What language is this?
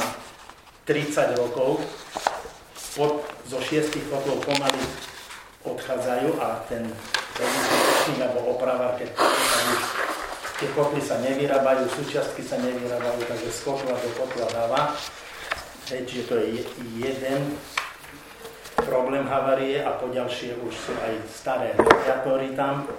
Slovak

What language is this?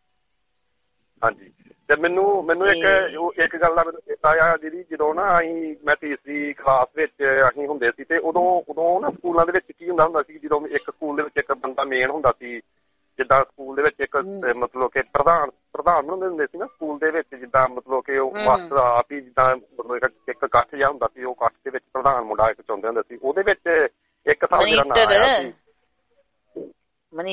Punjabi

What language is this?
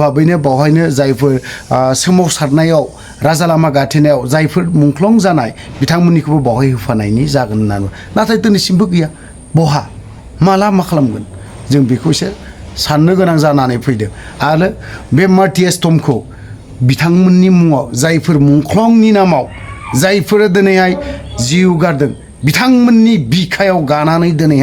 Bodo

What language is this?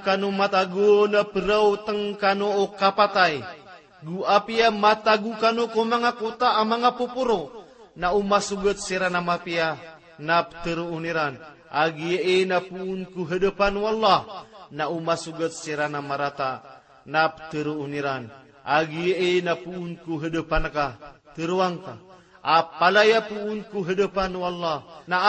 Maranao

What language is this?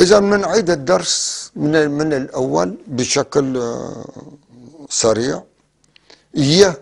North Levantine Arabic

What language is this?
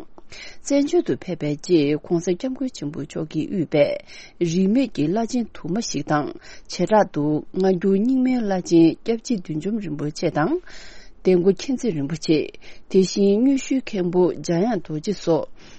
Tibetan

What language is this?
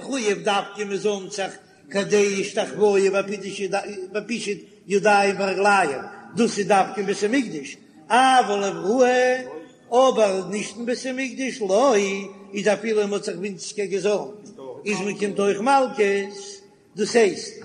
Yiddish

